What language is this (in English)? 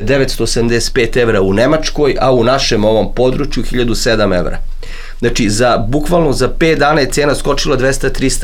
Serbian